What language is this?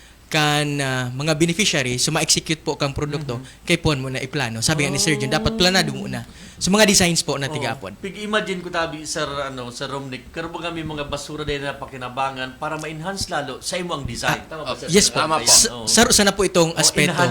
Bikol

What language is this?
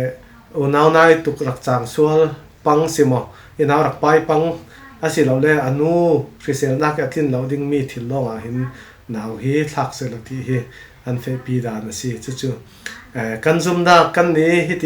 Falam Chin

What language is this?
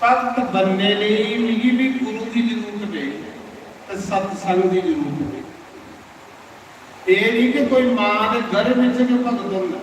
Dogri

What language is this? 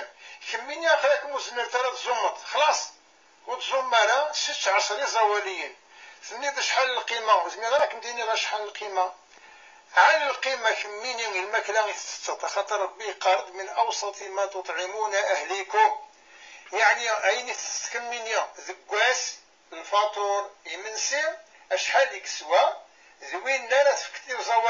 Kabyle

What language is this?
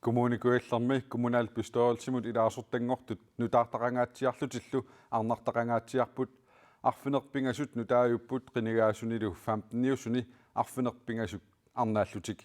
Kalaallisut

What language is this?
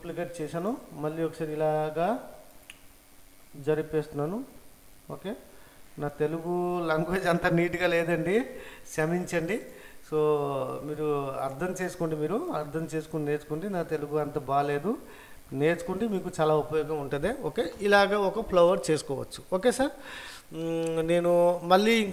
Telugu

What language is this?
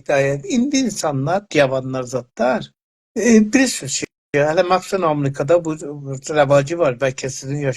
South Azerbaijani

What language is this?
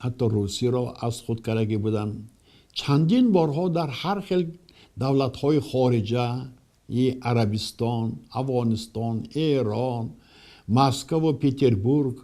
Tajik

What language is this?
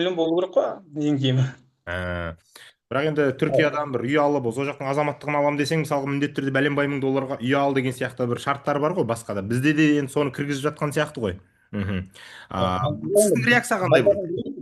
Kazakh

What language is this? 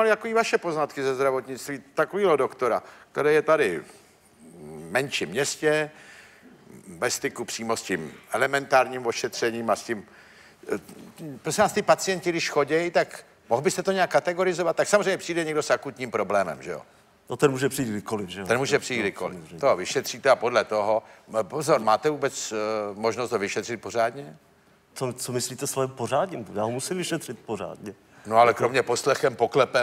Czech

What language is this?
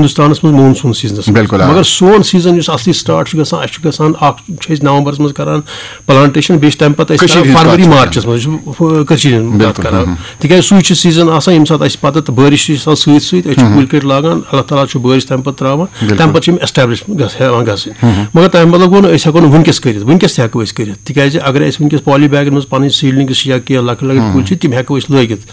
Kashmiri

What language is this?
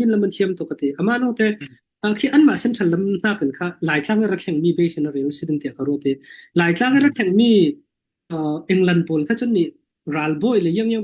Falam Chin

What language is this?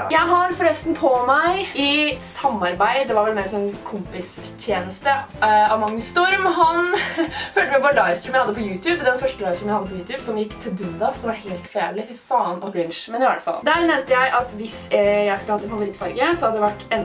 Norwegian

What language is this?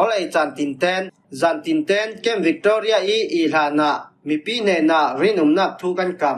Falam Chin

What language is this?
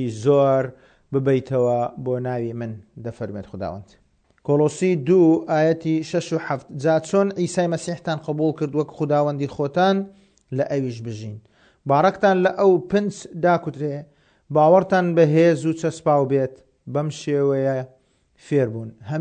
Central Kurdish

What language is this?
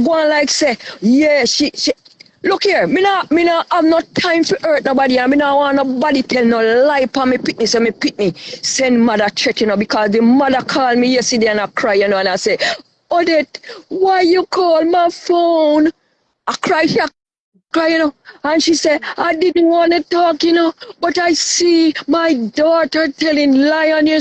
Jamaican Creole English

